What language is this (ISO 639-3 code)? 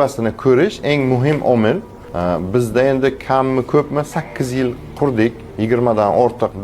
uzb